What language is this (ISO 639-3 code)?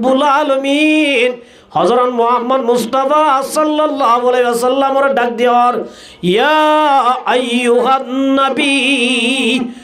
rhg